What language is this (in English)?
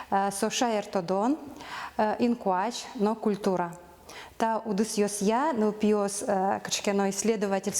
Udmurt